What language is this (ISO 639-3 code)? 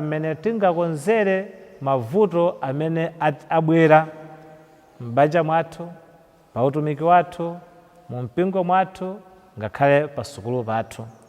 nya